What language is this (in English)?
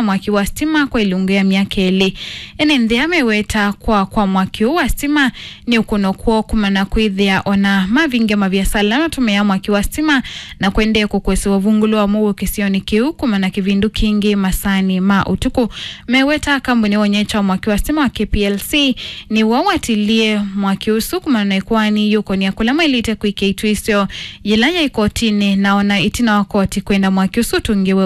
Kamba